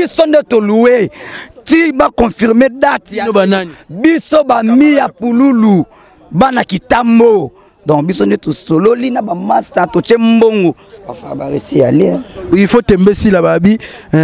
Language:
Lingala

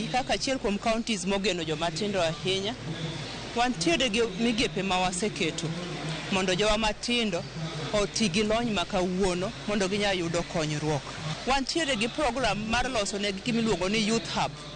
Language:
Luo (Kenya and Tanzania)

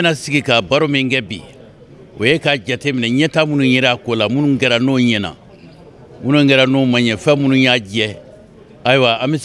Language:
Bambara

